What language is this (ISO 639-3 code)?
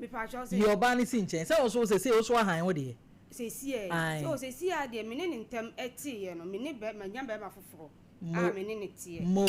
aka